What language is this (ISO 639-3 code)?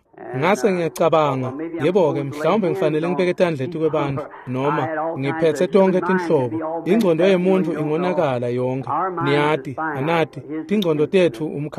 ssw